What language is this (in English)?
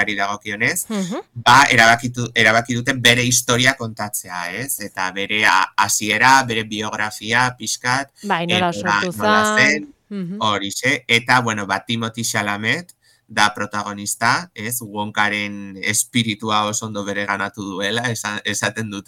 Basque